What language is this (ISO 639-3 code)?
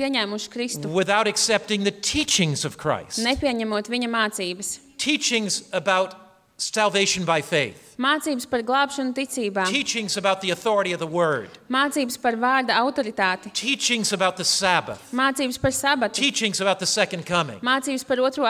lav